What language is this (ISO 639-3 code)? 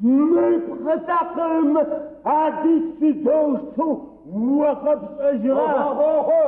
ady